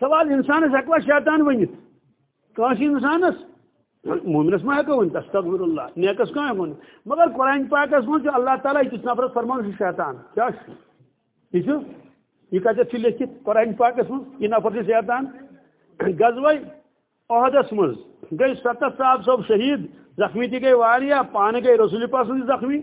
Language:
Kashmiri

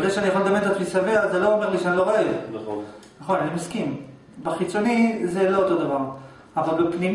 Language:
Hebrew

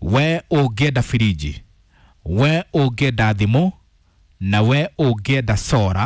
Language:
Kikuyu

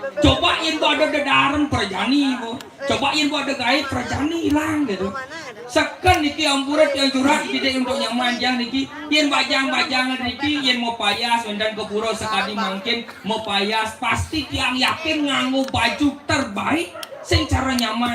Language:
Balinese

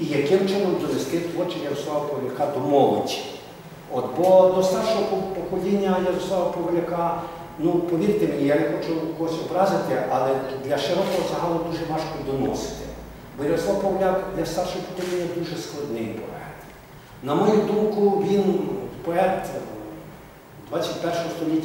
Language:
Ukrainian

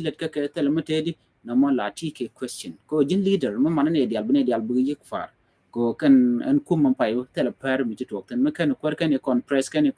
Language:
Nuer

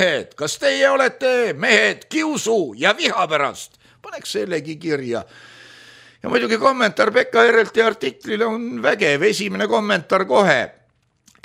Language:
Estonian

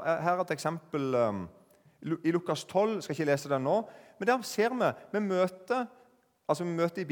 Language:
Norwegian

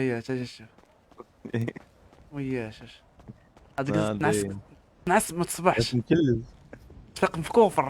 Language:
Moroccan Arabic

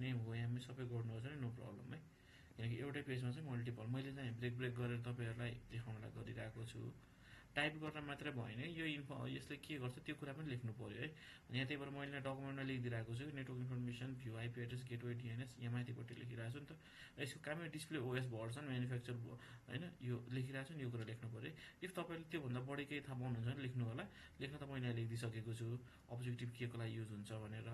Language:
Nepali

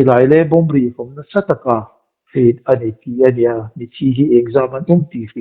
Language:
Hmar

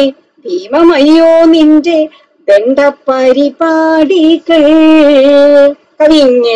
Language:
Malayalam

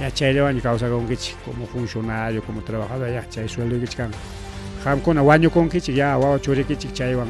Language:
Ayacucho Quechua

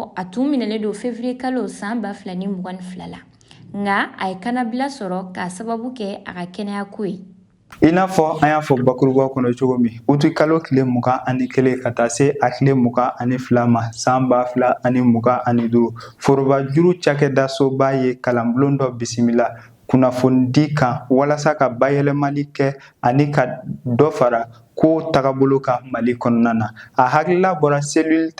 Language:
Bambara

